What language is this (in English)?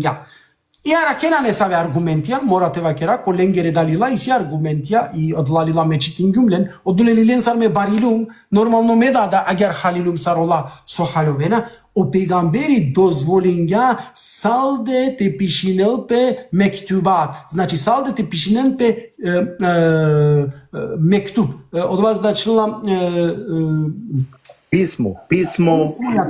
Balkan Romani